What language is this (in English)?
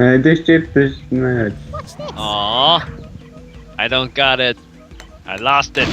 Faroese